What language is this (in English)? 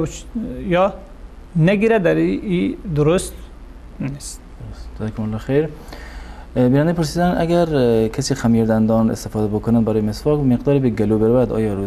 Persian